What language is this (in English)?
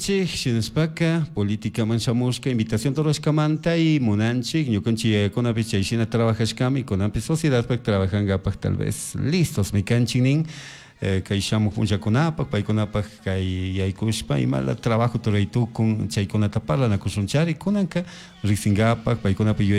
Chimborazo Highland Quichua